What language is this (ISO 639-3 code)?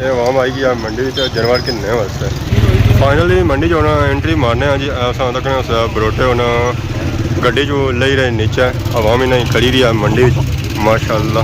phr